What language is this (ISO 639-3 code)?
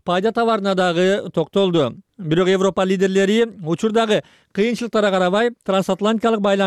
kir